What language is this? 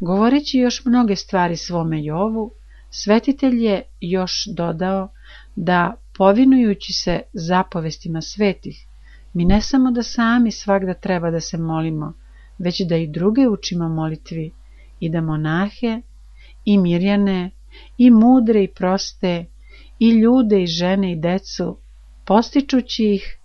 Serbian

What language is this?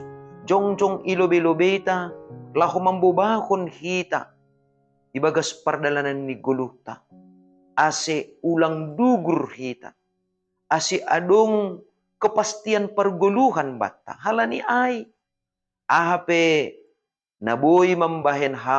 Batak Simalungun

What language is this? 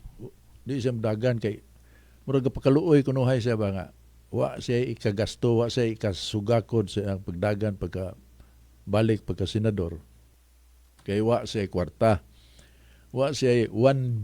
Cebuano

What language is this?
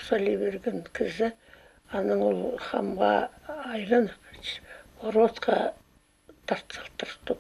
Khakas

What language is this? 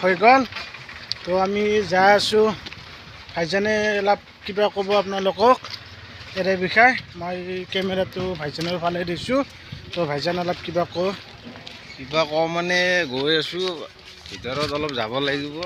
Assamese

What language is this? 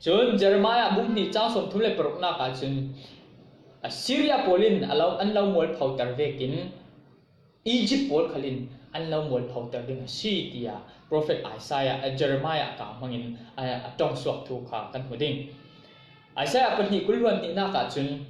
Falam Chin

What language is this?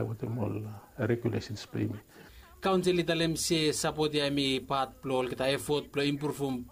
Bislama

